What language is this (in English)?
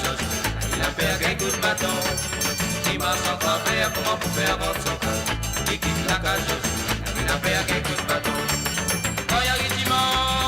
Morisyen